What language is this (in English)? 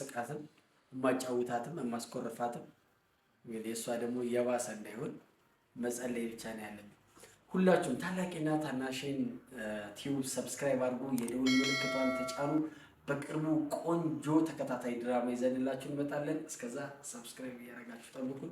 Amharic